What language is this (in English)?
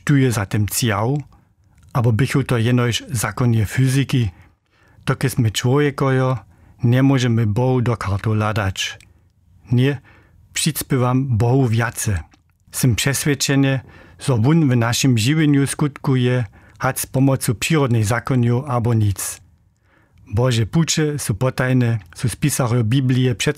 Upper Sorbian